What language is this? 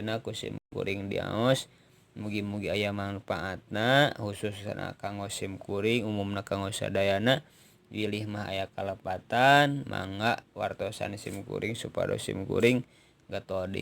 Sundanese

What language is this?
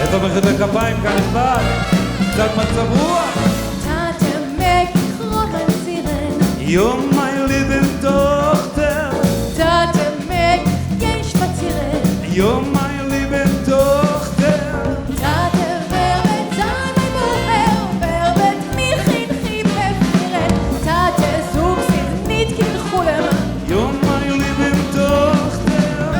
Yiddish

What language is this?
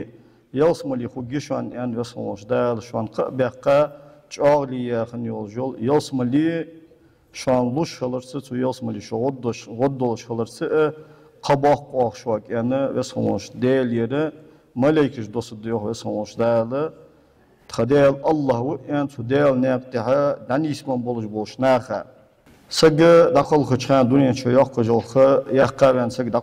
Ingush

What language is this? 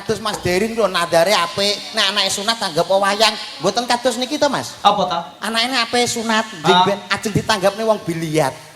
Javanese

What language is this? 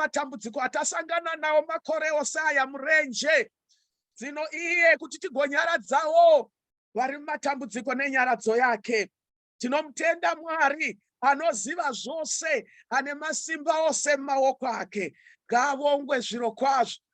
Shona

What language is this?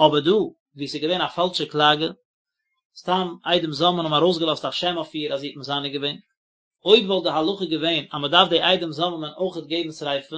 Yiddish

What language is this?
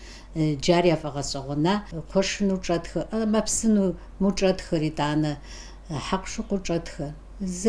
Kabardian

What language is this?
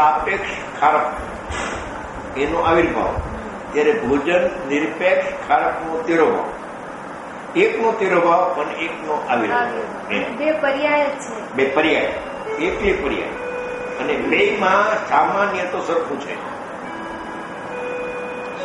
Gujarati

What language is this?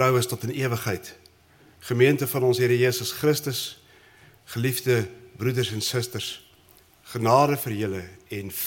Afrikaans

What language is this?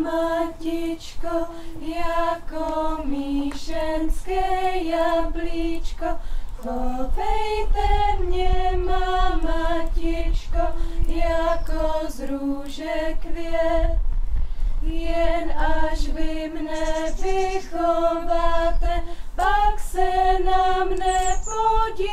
Czech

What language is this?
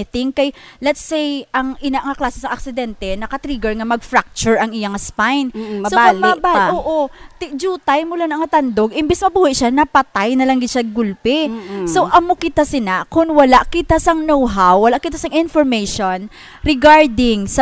Hiligaynon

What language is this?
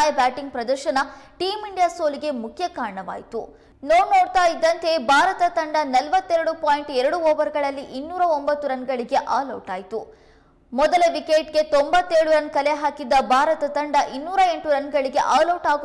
Kannada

